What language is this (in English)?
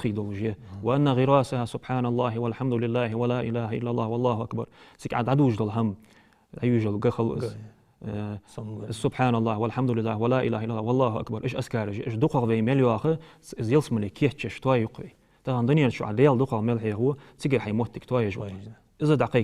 Ingush